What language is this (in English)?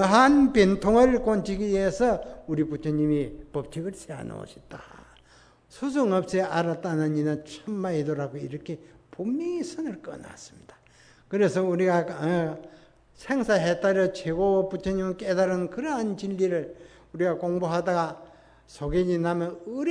Korean